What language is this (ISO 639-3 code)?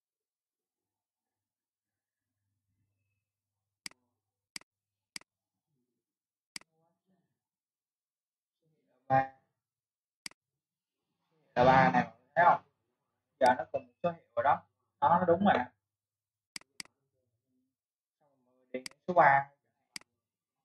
vie